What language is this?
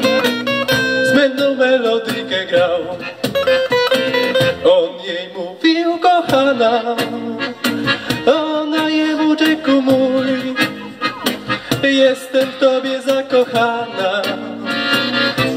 Polish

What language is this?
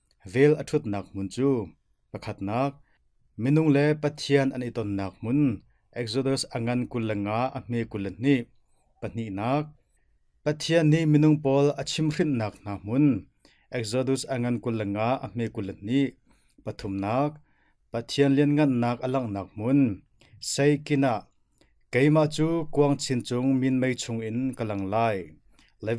Hakha Chin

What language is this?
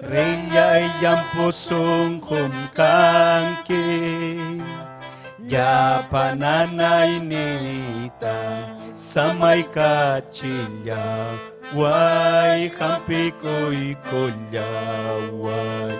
Ayacucho Quechua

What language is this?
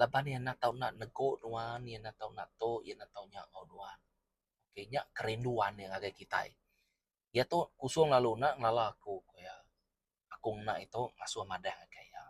Iban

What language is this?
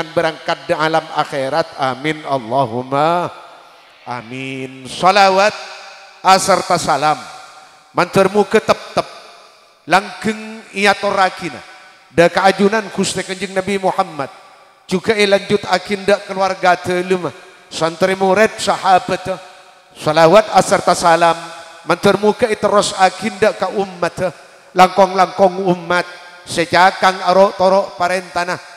Madurese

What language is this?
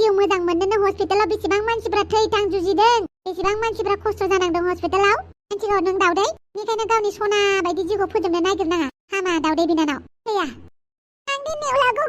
Bodo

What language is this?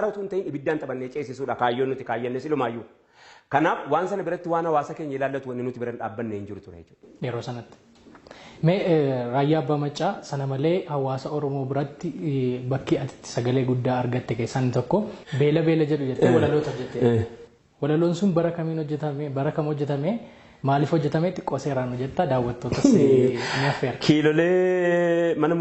Oromo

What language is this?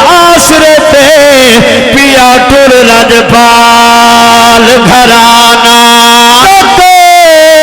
Saraiki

